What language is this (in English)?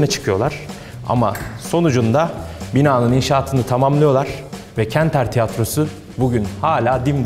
Turkish